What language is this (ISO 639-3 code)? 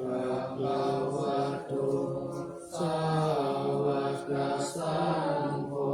pli